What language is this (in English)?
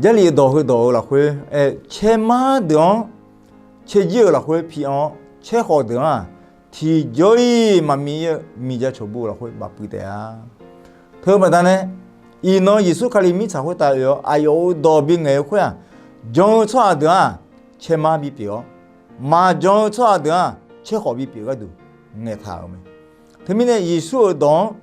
Akha